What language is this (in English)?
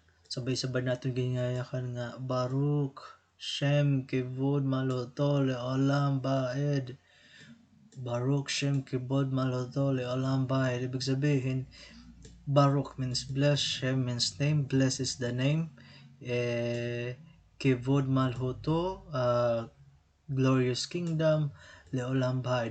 Waray